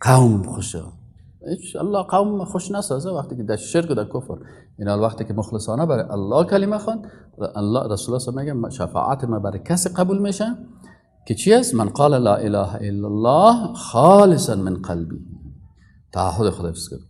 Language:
Persian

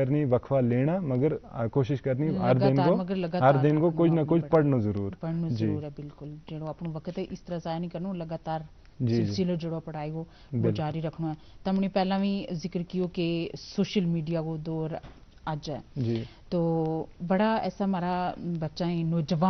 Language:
Gujari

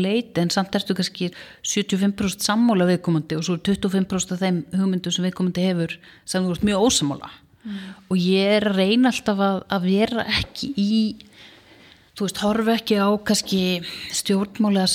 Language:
Icelandic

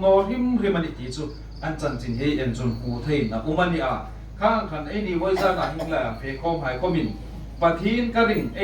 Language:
Hmar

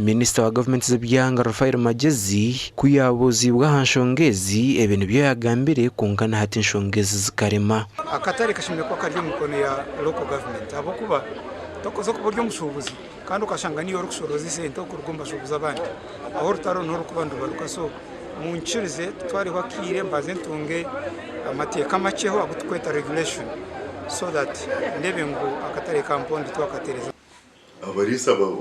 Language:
Nyankole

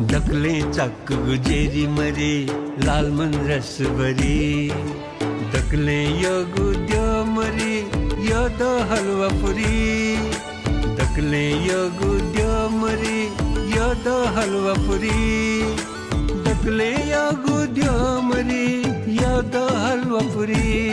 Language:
Newari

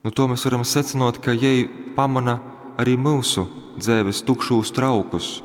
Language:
Latgalian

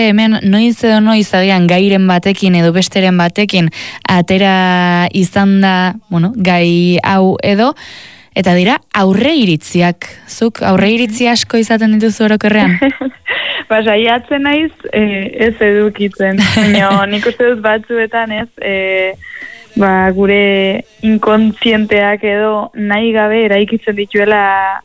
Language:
Basque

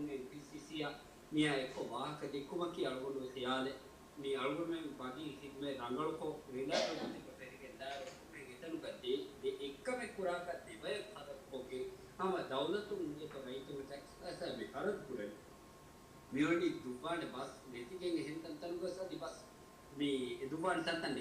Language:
Divehi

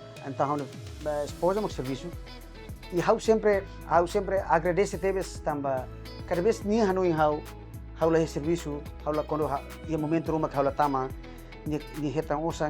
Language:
Tetum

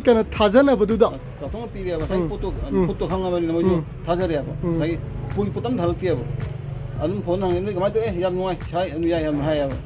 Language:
Manipuri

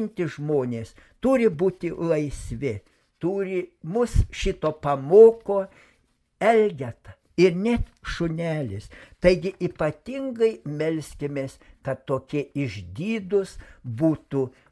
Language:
Lithuanian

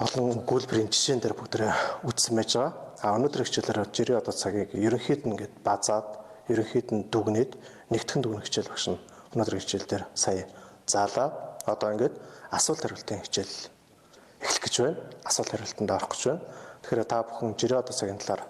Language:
Mongolian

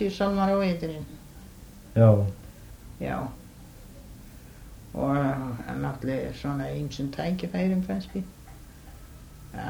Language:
Icelandic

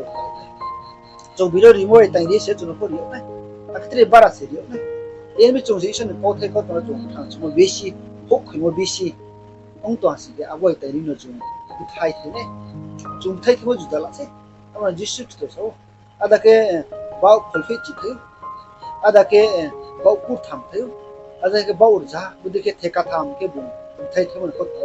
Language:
Riang (India)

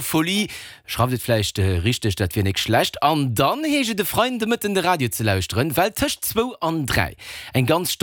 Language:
Luxembourgish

